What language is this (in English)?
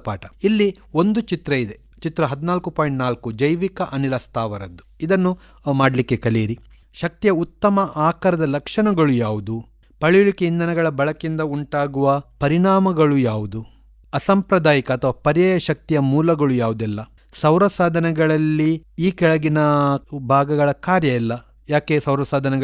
Kannada